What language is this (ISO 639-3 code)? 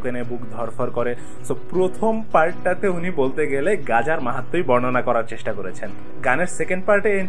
ben